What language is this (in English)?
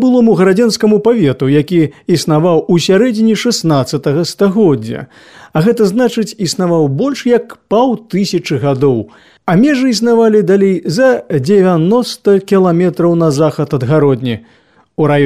Belarusian